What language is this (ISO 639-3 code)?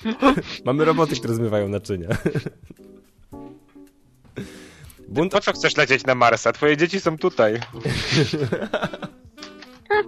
pol